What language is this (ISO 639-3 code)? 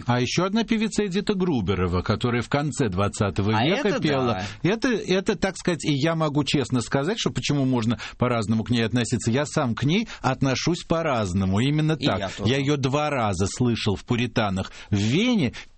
rus